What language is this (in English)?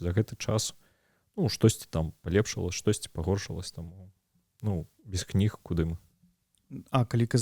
Belarusian